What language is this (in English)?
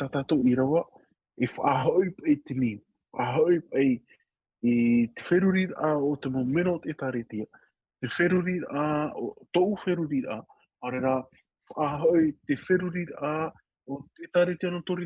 Tahitian